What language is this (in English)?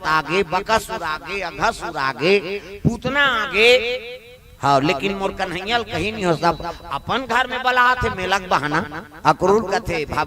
Chhattisgarhi